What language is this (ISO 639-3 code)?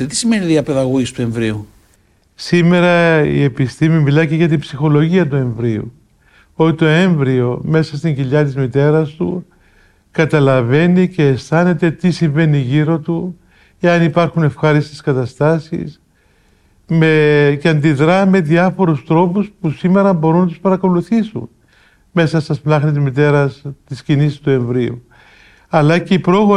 ell